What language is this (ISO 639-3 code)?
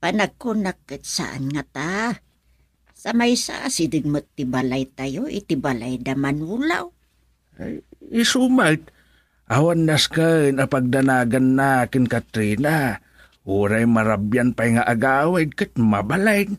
ilo